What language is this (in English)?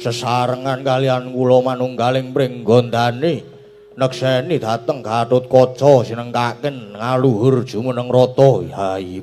Javanese